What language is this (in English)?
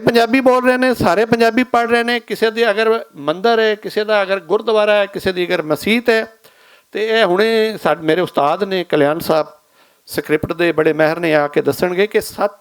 Western Panjabi